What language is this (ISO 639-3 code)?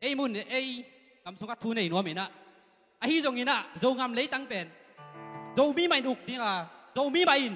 ctd